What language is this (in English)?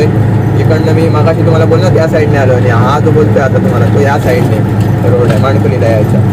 Marathi